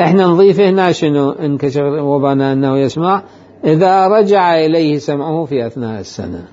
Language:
Mesopotamian Arabic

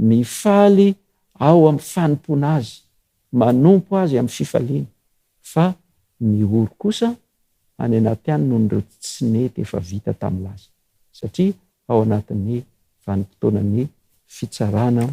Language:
Malagasy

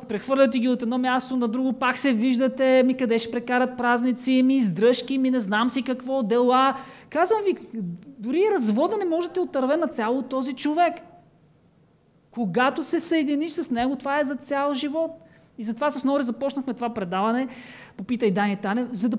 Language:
Bulgarian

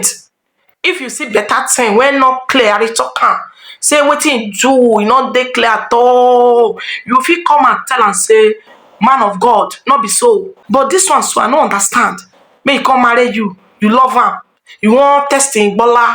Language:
Nigerian Pidgin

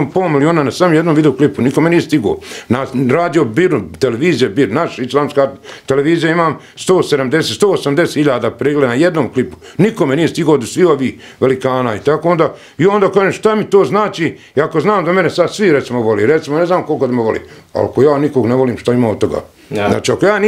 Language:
Bosnian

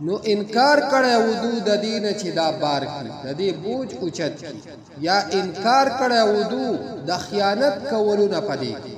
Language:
Pashto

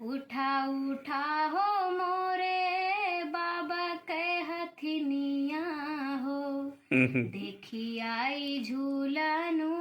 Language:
Awadhi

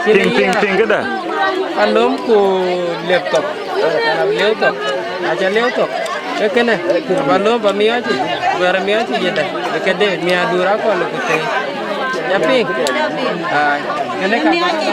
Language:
Dinka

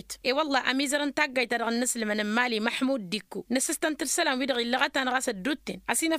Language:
Tamasheq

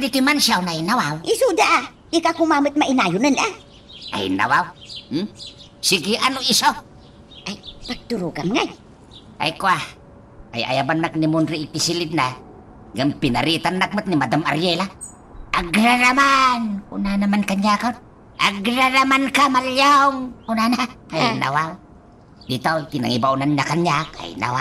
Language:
Iloko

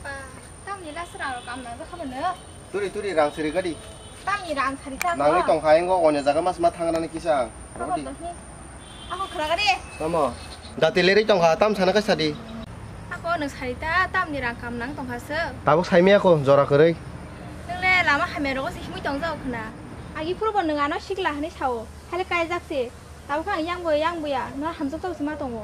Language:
Kok Borok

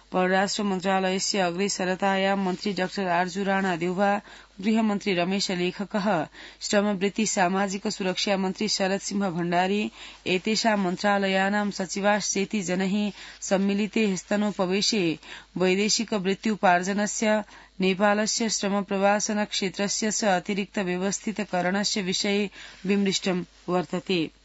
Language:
Sanskrit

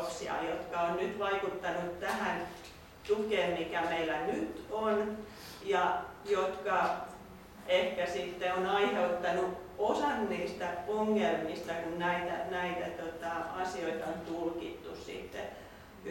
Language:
Finnish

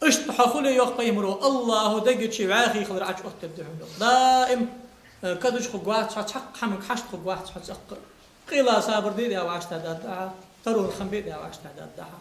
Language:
Ingush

